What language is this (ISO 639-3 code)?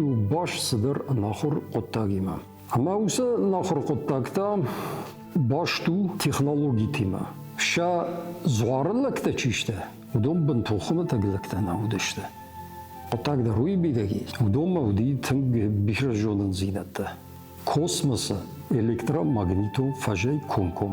oss